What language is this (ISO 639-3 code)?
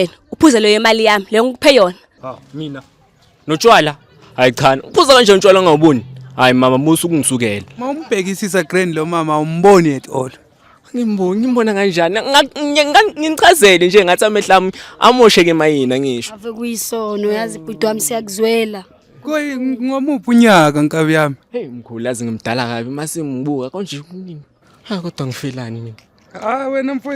zul